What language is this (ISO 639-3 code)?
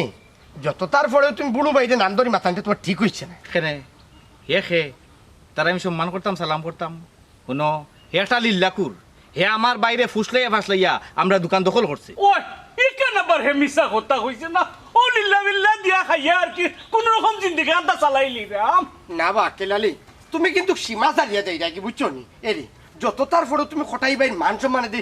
syl